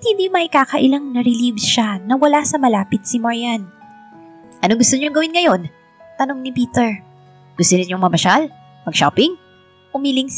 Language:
Filipino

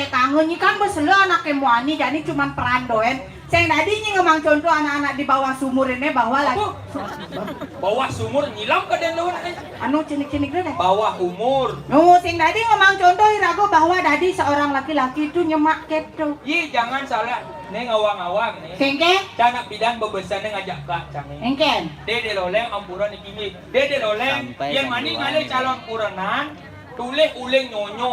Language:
Balinese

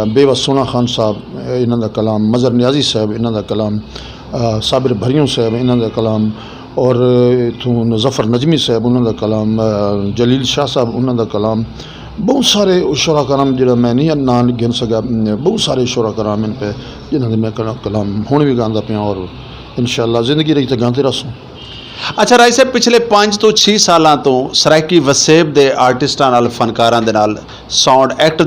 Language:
Saraiki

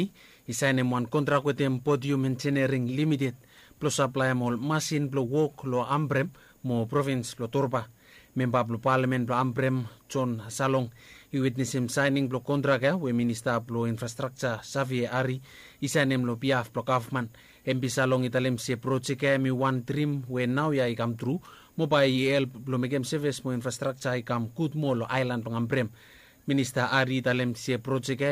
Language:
Bislama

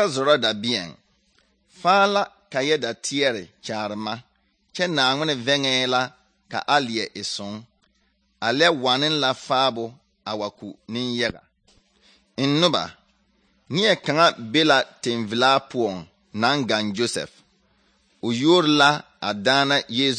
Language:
Southern Dagaare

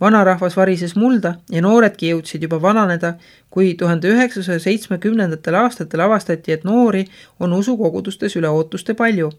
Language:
Estonian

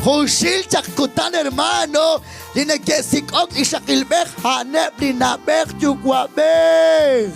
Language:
Kekchí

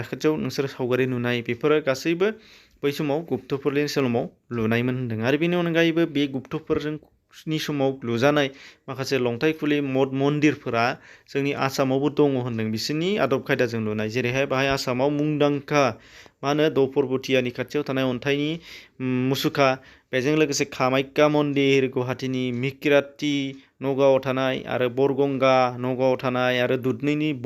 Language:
Bodo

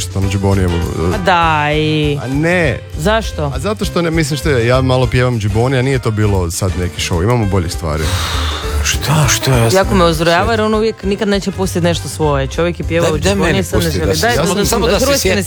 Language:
Croatian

